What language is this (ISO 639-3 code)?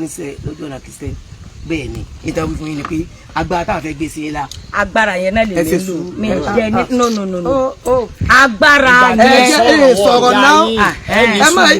yor